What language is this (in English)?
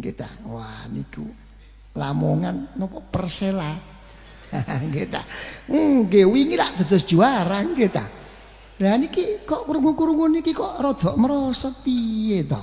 Javanese